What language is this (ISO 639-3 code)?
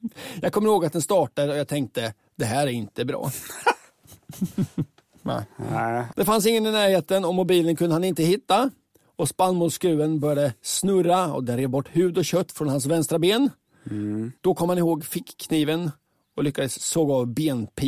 swe